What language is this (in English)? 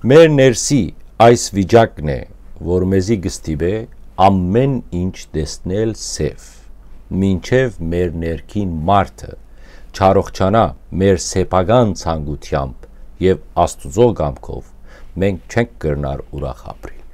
Western Armenian